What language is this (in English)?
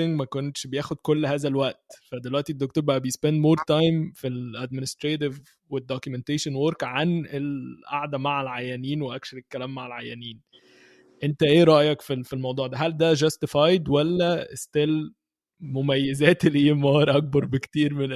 Egyptian Arabic